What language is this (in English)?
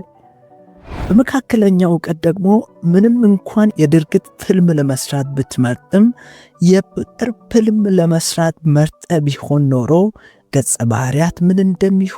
Amharic